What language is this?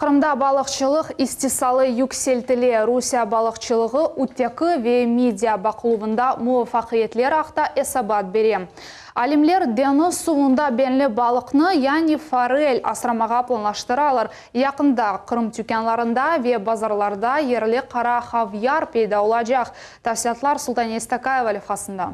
Crimean Tatar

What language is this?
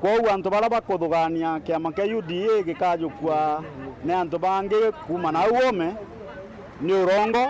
Meru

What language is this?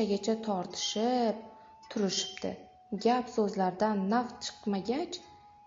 Uzbek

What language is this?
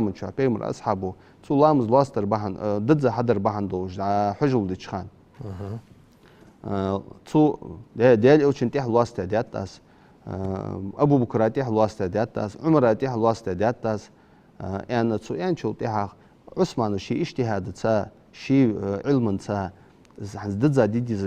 Ingush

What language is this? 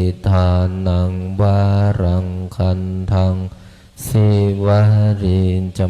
Pali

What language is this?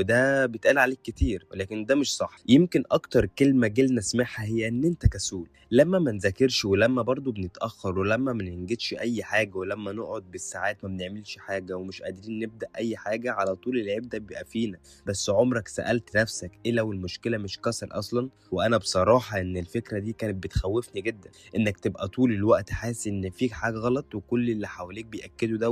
Egyptian Arabic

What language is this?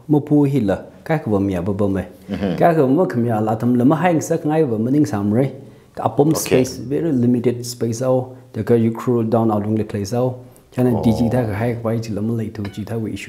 Tangkhul Naga (India)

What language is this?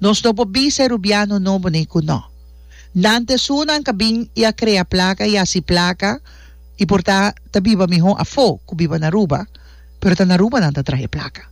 Papiamento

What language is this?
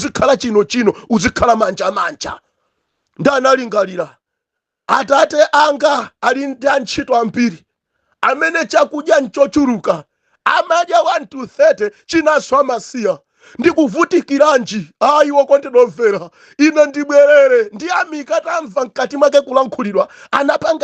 Nyanja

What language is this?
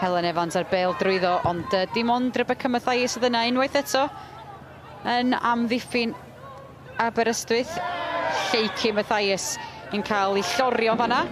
Welsh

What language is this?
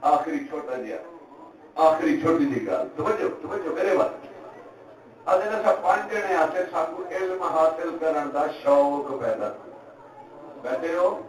Saraiki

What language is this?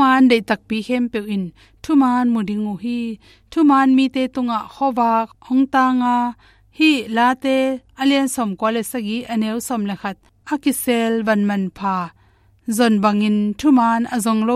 Tedim Chin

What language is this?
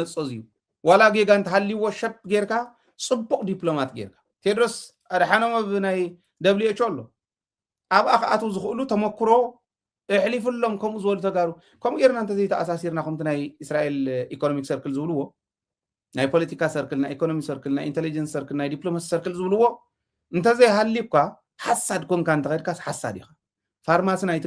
Tigrinya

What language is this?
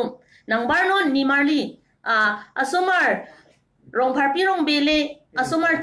Karbi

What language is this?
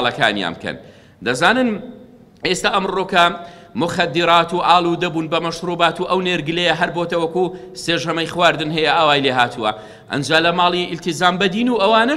Central Kurdish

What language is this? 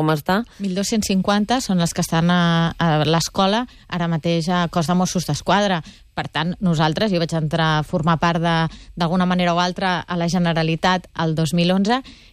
Catalan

